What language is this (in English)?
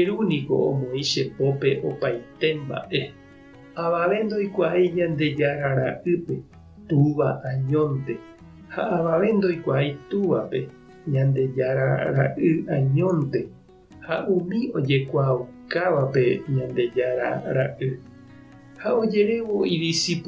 Guarani